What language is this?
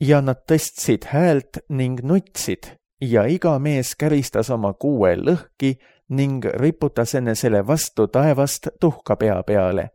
Estonian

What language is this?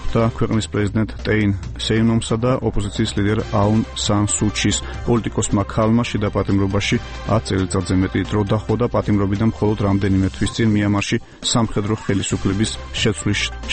Georgian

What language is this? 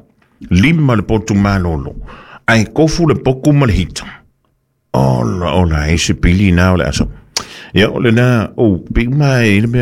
Samoan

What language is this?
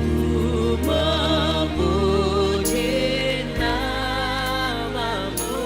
Batak Simalungun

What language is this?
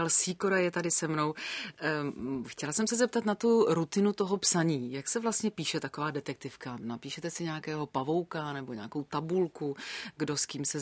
Czech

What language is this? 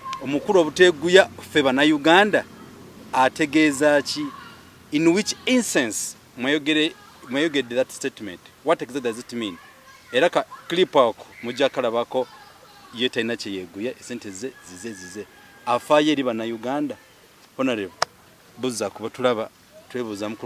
Ganda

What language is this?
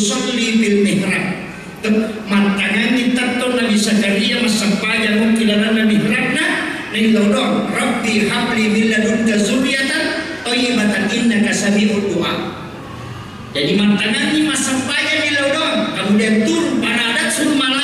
Buginese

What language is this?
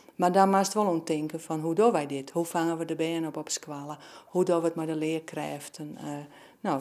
Western Frisian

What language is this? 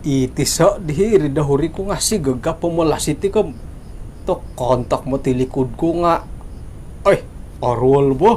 Central Dusun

